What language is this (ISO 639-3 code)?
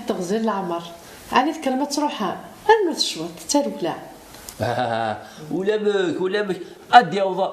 kab